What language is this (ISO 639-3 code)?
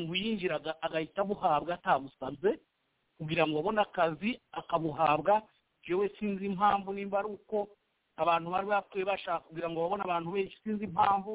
kin